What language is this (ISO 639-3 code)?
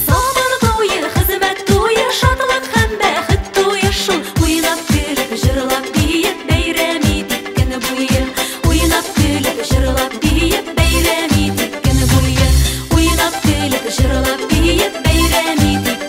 tat